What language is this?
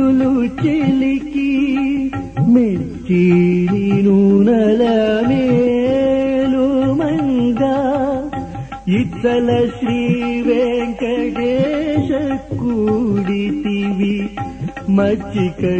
Telugu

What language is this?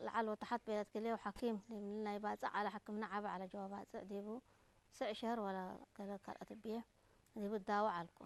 Tigre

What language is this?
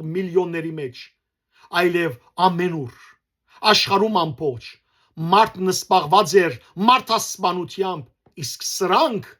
Western Armenian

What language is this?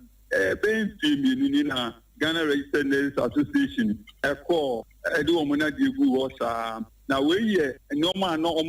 Akan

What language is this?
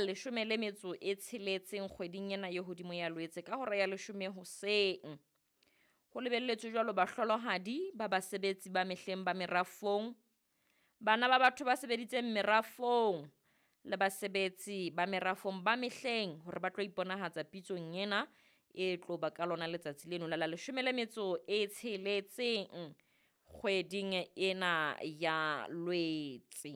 Southern Sotho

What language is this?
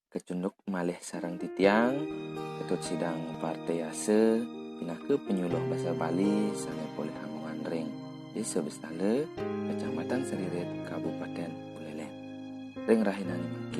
Balinese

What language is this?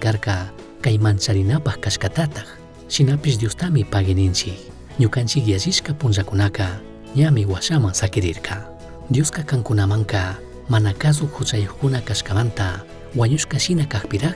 Chimborazo Highland Quichua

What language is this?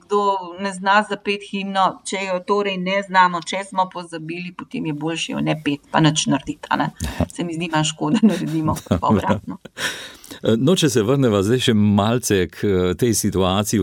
Slovenian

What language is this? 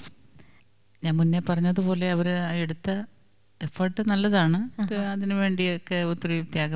Malayalam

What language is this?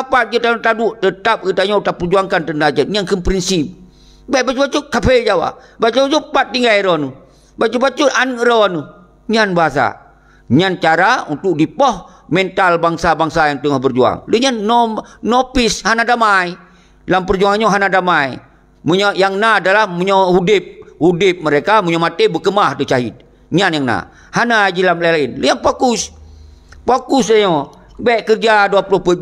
Achinese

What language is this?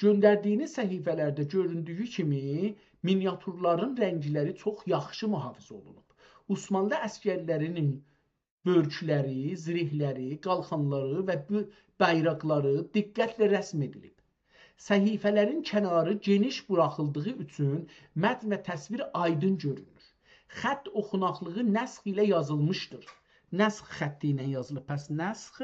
South Azerbaijani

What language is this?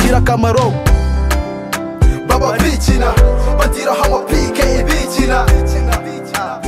Kinyarwanda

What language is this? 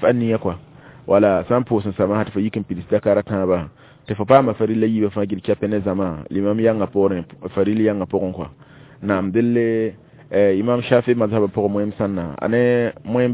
Mossi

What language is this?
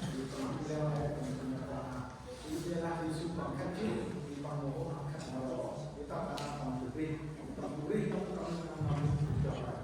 Central Mnong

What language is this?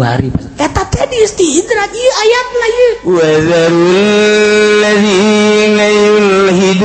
Sundanese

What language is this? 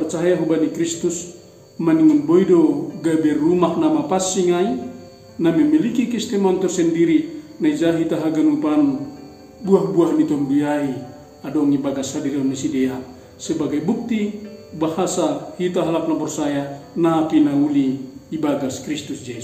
Batak Simalungun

